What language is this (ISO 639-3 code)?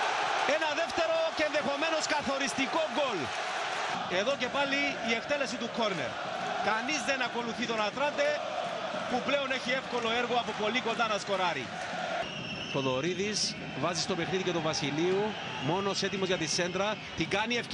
ell